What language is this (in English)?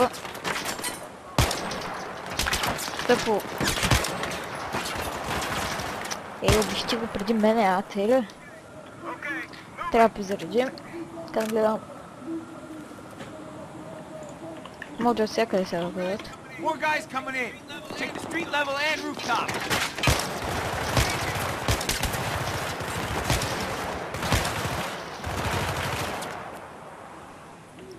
Bulgarian